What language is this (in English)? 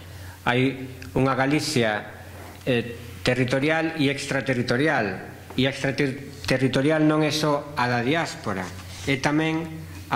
Galician